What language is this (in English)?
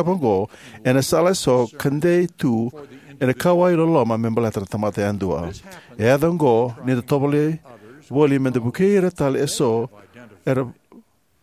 Fijian